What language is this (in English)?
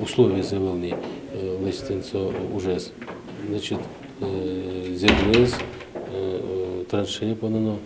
Udmurt